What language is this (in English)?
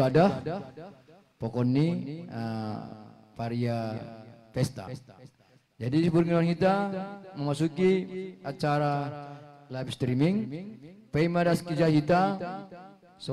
Batak Simalungun